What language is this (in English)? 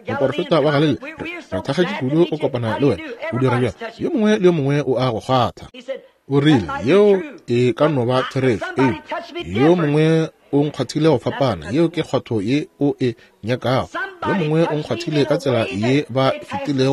Northern Sotho